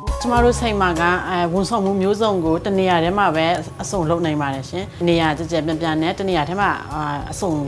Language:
Burmese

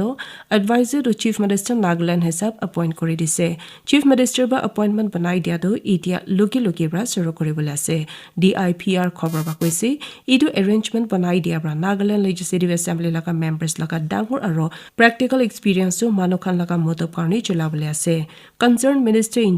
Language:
Naga Pidgin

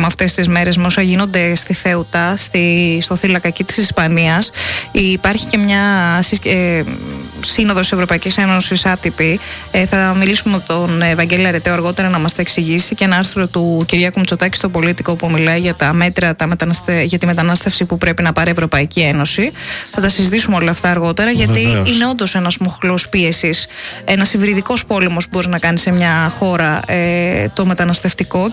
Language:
Greek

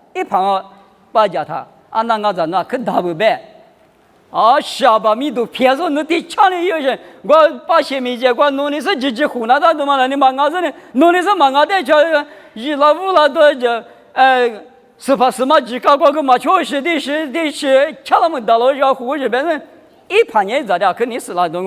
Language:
Lisu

